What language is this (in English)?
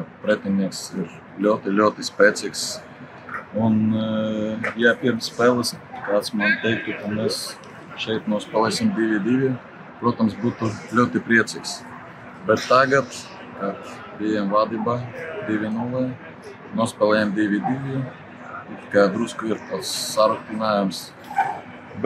Latvian